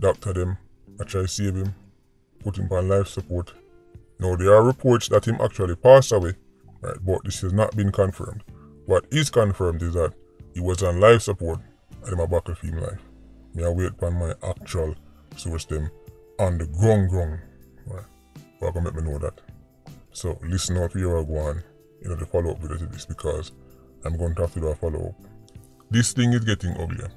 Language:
Jamaican Creole English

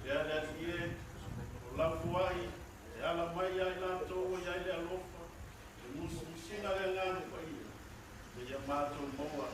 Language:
Samoan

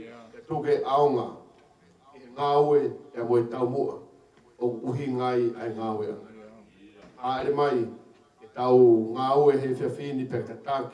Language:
Tongan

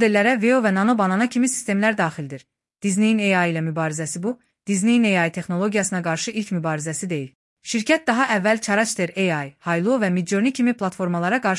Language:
Azerbaijani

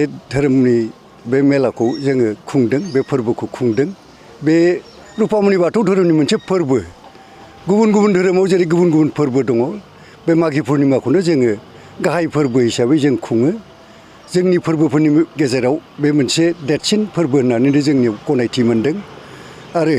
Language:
Bodo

